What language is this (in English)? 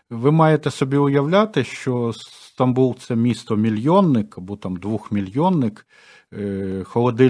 Ukrainian